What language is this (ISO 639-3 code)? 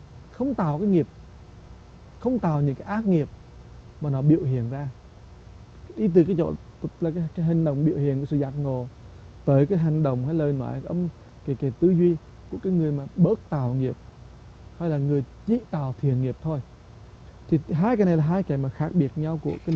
vie